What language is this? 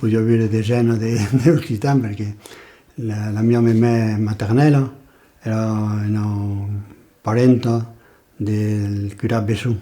Occitan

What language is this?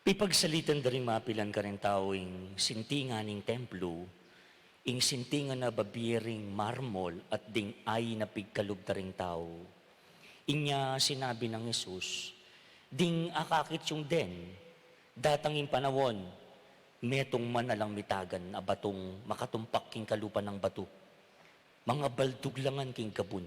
Pampanga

